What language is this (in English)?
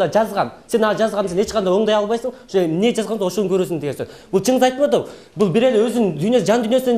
Kyrgyz